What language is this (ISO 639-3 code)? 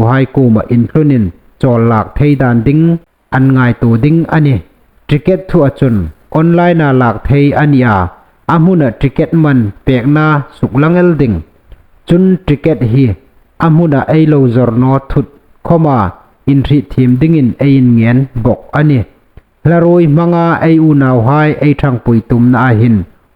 hmr